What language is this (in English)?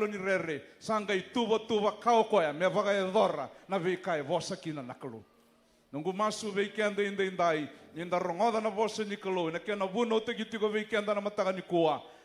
Fijian